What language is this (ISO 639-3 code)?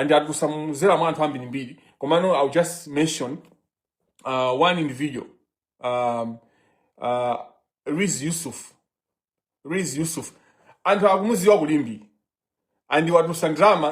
nya